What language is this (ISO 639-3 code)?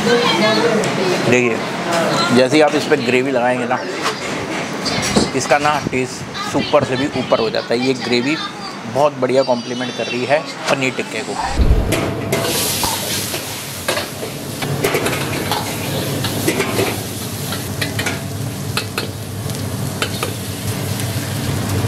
hin